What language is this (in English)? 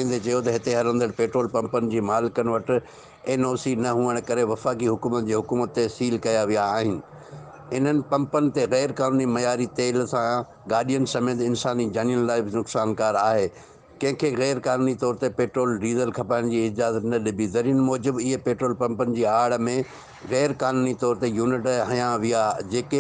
Sindhi